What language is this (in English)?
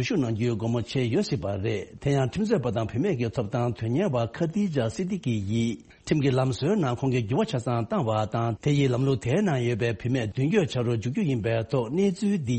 Tibetan